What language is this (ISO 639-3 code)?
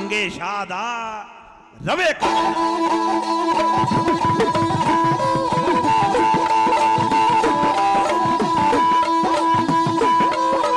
pan